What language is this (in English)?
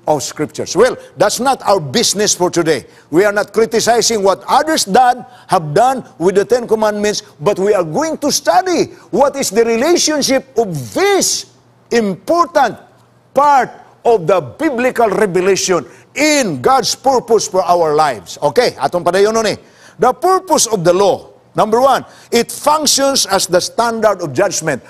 Cebuano